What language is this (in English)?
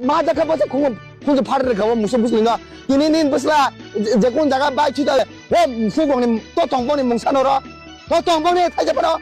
Kok Borok